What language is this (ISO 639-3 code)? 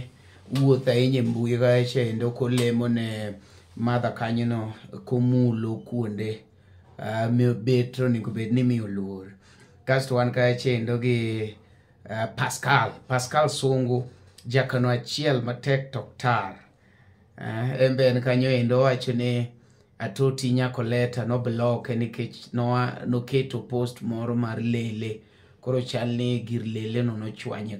luo